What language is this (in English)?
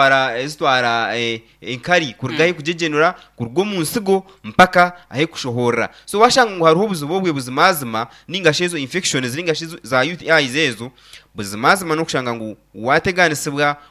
Nyankole